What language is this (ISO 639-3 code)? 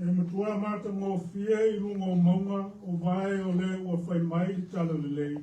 smo